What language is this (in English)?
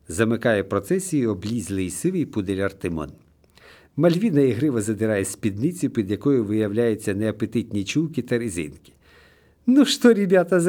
Ukrainian